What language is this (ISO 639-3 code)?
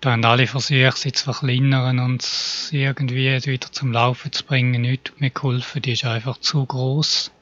gsw